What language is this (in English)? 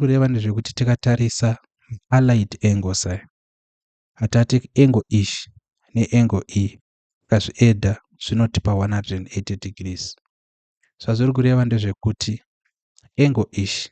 Shona